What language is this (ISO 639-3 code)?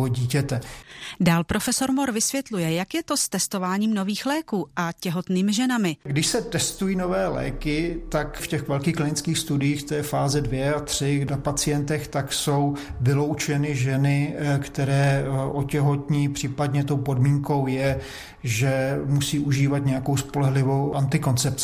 ces